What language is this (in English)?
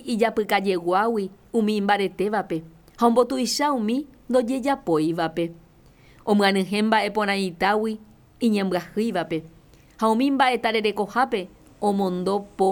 Guarani